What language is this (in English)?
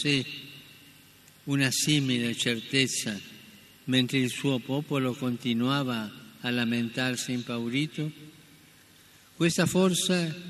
Italian